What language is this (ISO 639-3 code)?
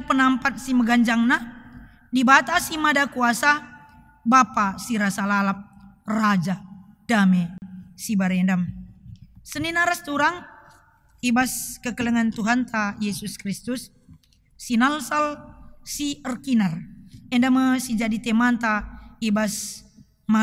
btx